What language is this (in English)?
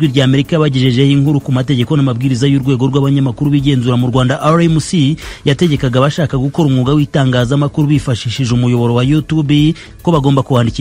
Kinyarwanda